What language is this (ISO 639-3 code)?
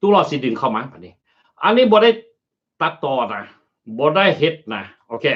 lao